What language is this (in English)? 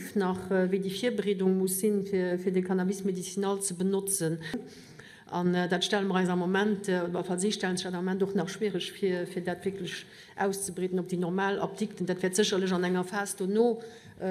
Luxembourgish